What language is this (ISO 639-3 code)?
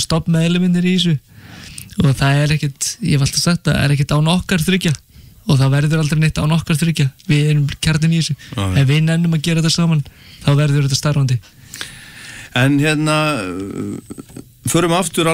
isl